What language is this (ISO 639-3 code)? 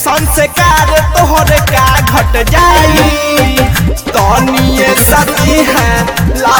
bho